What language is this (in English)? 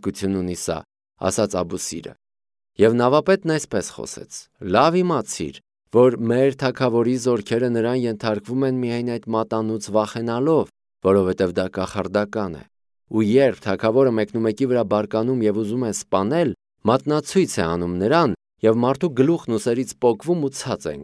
Armenian